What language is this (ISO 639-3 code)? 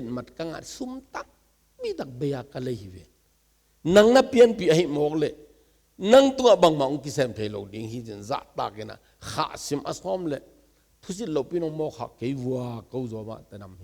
ctd